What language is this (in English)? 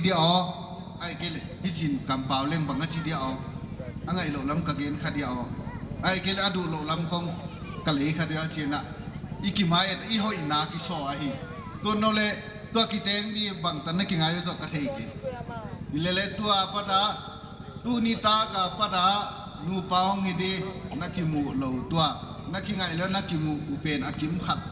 Paite Chin